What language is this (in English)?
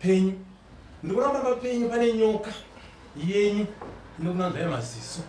Shona